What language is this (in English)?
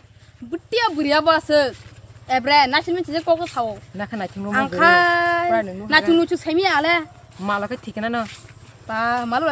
Kok Borok